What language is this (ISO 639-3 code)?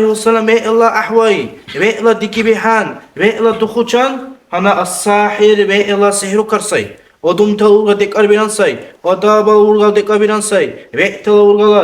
dar